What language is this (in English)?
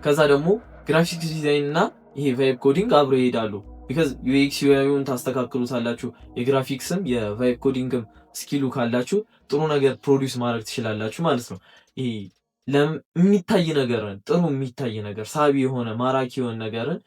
Amharic